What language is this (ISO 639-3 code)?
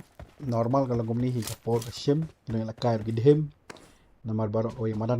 kha